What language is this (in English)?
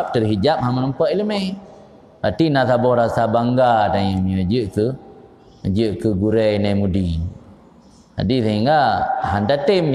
Achinese